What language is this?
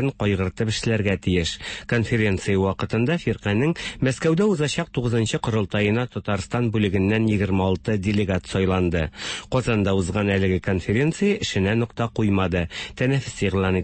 Tatar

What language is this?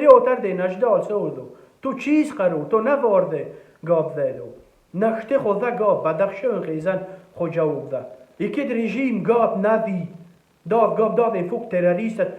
Tajik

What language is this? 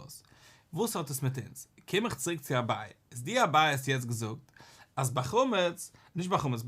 Yiddish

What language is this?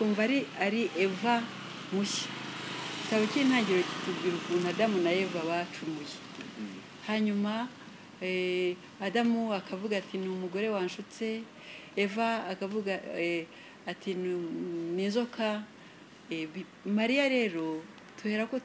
Kinyarwanda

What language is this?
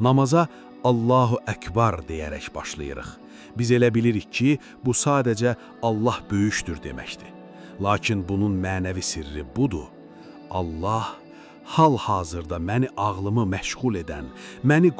Azerbaijani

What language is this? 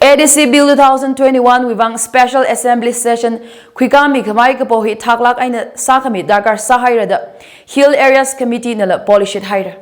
Tangkhul Naga (India)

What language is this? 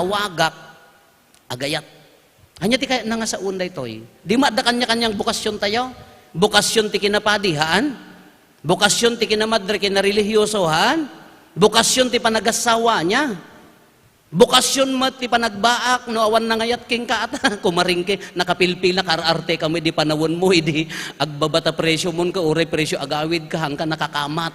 Iloko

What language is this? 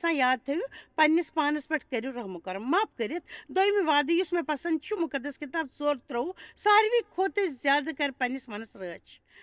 Kashmiri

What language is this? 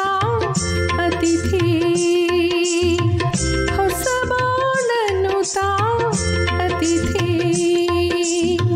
Kannada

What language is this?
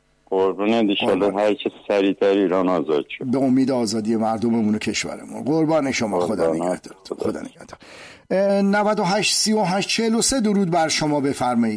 Persian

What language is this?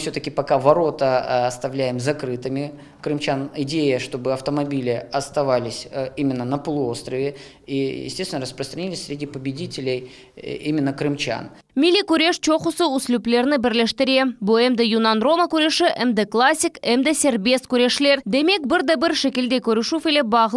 Crimean Tatar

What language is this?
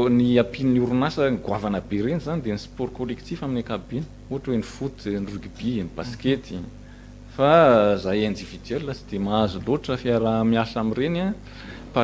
Malagasy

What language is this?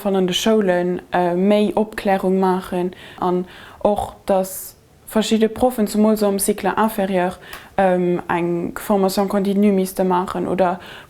Luxembourgish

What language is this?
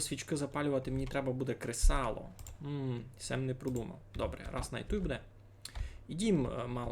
Rusyn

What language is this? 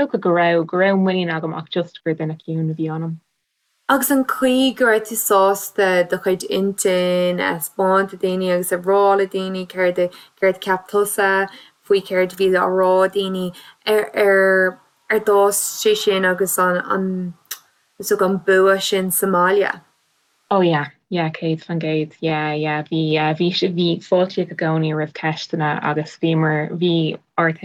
Irish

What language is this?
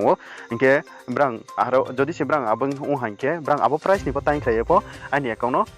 Riang (India)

